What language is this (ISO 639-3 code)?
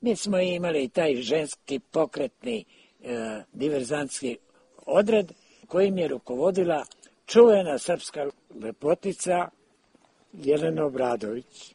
srp